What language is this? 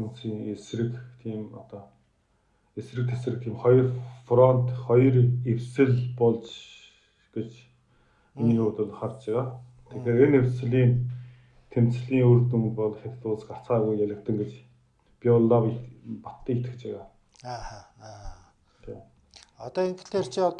Mongolian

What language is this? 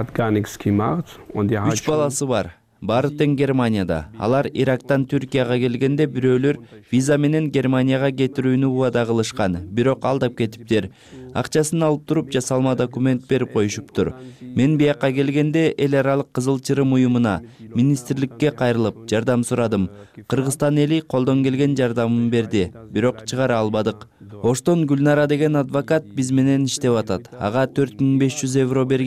Kyrgyz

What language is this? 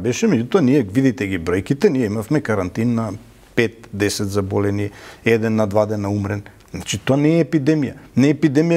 Macedonian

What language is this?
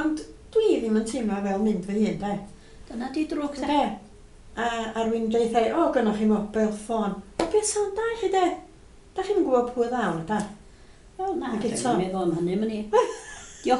Welsh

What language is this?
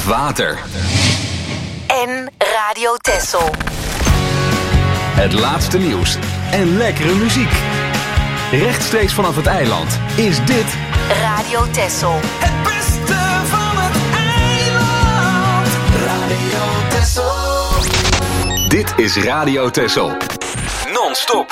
Dutch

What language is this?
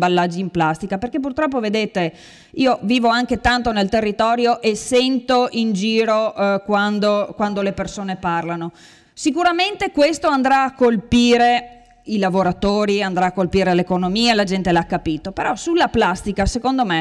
Italian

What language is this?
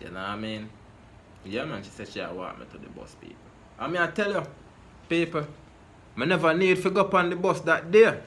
Jamaican Creole English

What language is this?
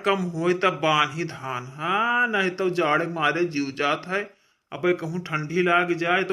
Awadhi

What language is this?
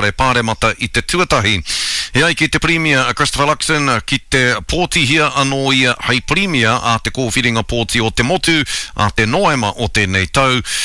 Māori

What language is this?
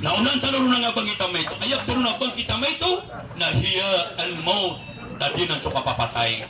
Maranao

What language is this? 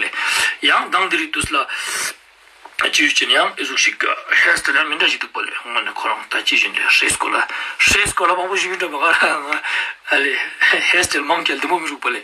Ladakhi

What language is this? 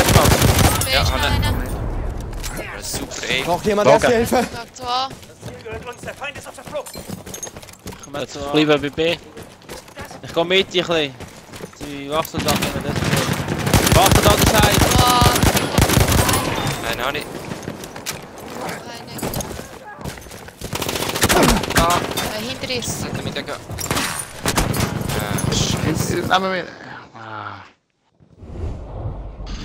German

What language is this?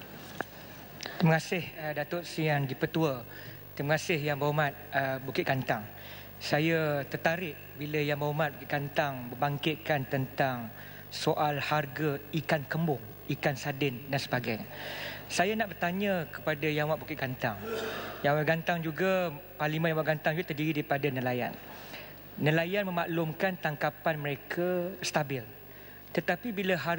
Malay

